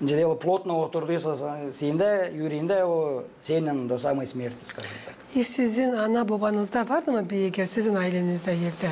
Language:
Gagauz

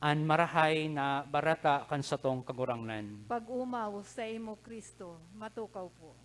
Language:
Bikol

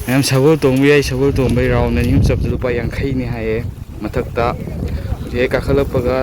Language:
Manipuri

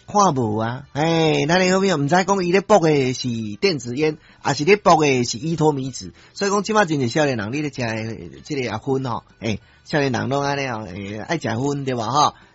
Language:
Min Nan Chinese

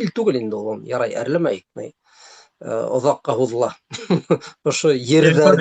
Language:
Bashkir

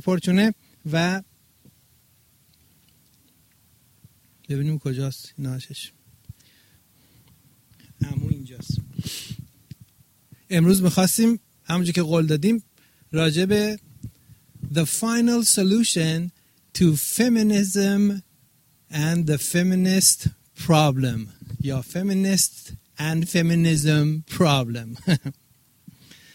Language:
Persian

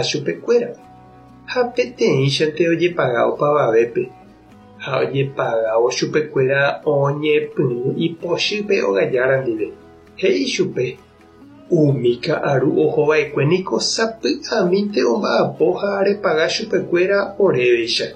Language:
Guarani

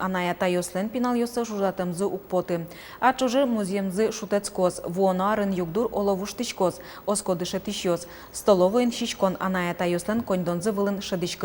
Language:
Udmurt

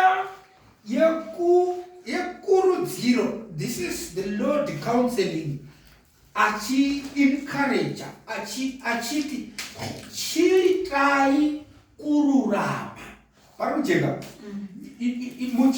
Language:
Shona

